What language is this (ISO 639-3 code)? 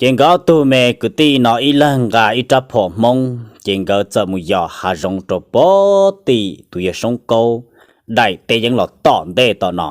hmn